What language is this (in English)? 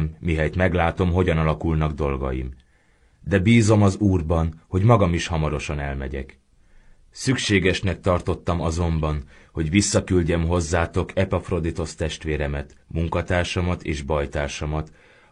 Hungarian